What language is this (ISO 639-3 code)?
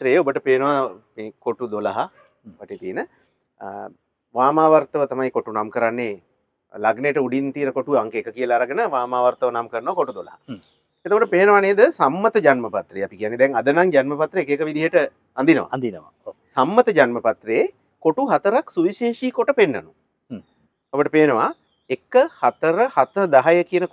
sin